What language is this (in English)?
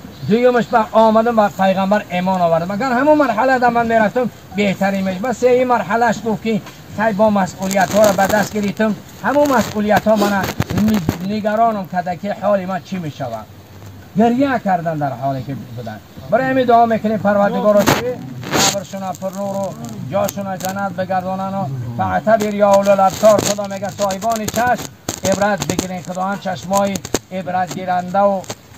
Tajik